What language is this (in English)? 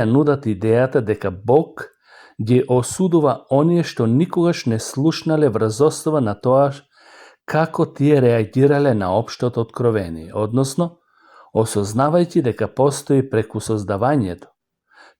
Macedonian